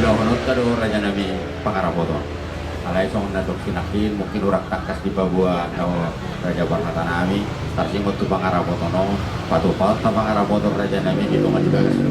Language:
Batak Toba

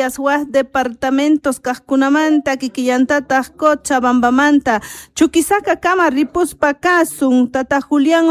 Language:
Quechua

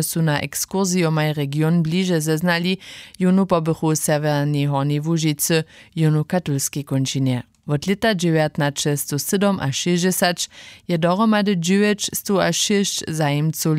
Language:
Upper Sorbian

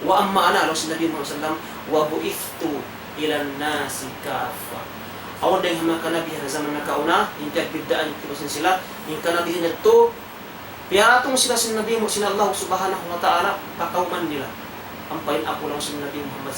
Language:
Tausug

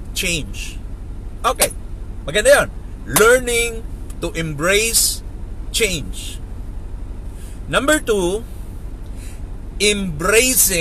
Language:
Filipino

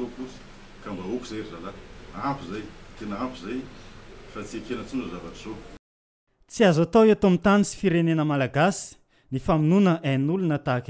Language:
Malagasy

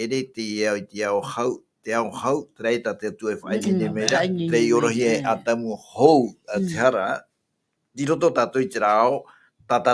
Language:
Tahitian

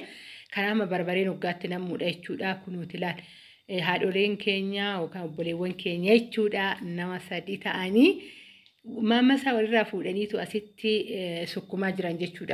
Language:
Oromo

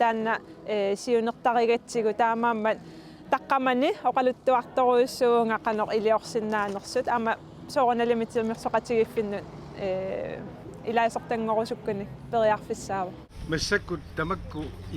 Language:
Kalaallisut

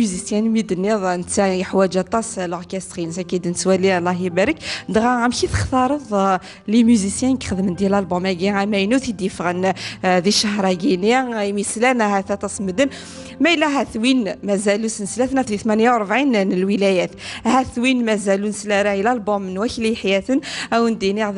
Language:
Kabyle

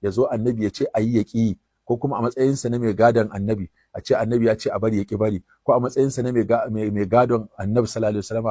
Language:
Hausa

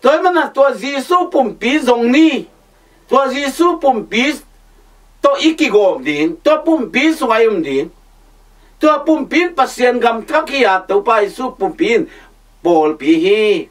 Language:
Tedim Chin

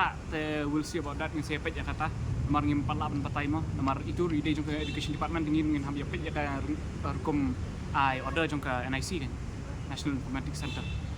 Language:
Khasi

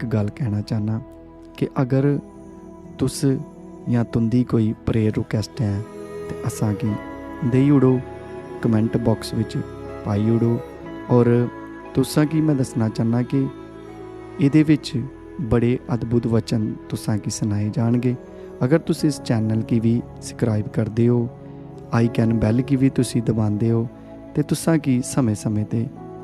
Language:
Dogri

